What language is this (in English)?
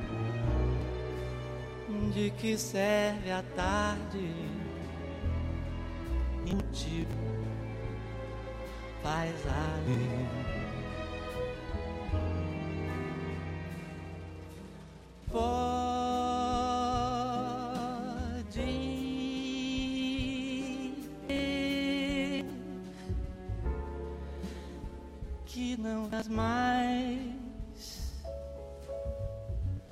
Portuguese